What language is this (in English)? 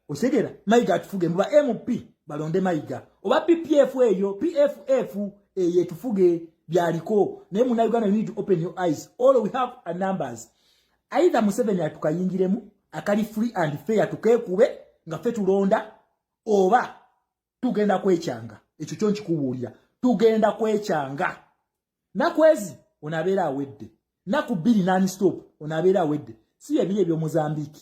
Ganda